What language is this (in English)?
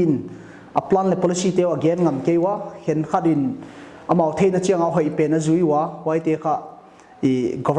Paite Chin